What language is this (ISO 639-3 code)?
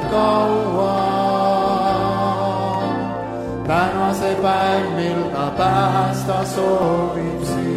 est